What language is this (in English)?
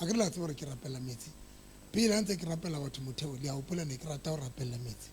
Southern Sotho